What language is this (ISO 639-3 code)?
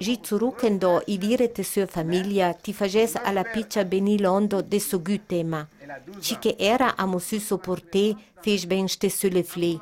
lld